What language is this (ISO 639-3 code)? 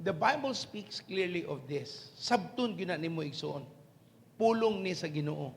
ceb